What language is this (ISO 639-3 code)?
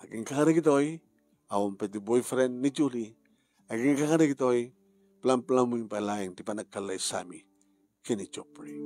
ilo